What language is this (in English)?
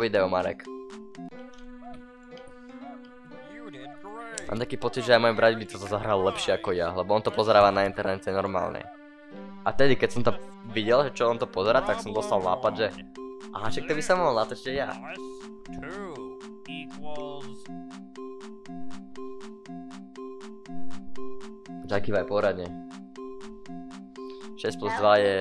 Slovak